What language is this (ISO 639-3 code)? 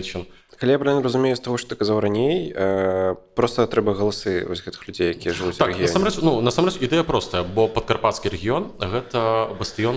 bel